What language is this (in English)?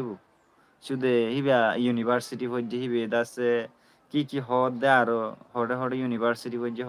Rohingya